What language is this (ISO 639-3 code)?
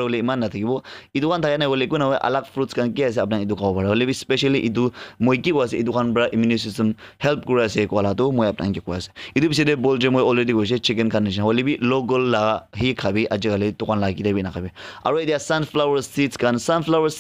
nag